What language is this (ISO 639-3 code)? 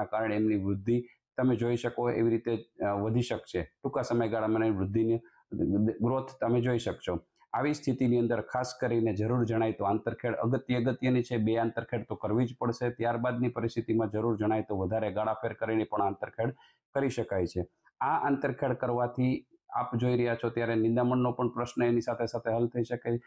guj